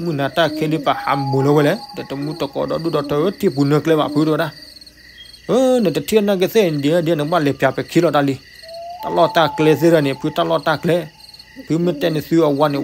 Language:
S'gaw Karen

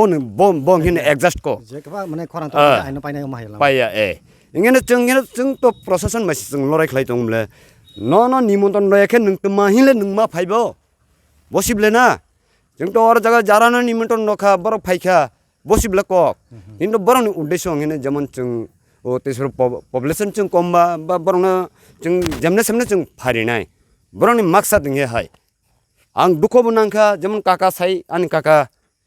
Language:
Kok Borok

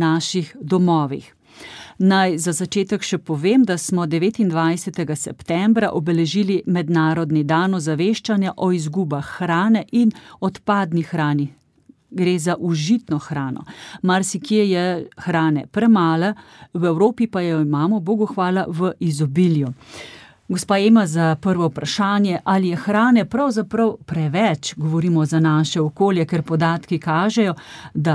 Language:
Slovenian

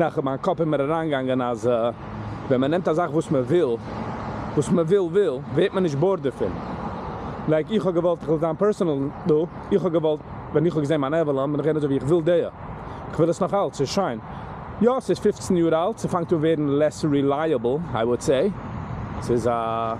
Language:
Yiddish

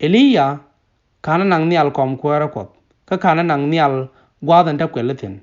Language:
Nuer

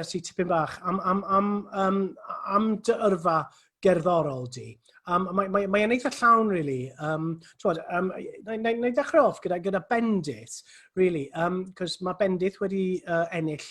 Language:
Welsh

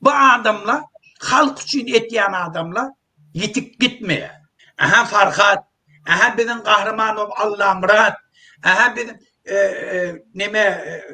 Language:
Turkmen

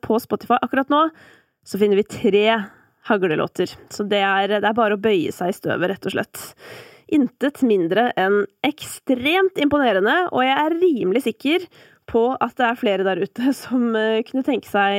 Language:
Norwegian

